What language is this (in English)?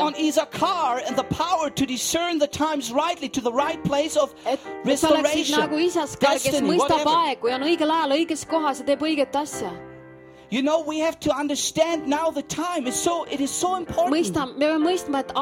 Estonian